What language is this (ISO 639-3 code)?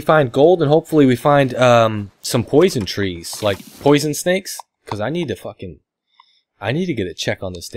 eng